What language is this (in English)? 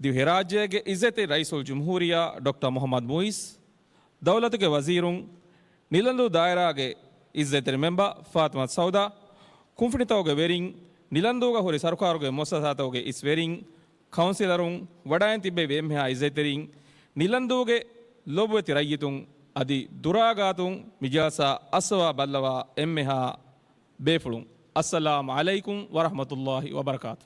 Divehi